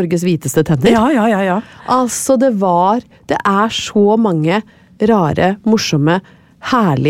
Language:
Norwegian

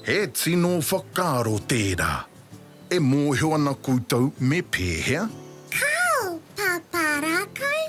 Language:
Māori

